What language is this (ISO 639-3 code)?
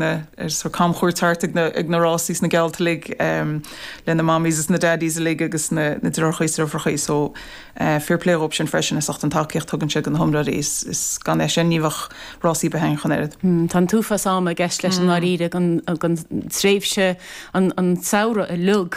gle